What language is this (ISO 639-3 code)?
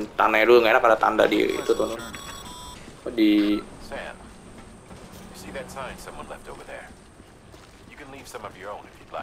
ind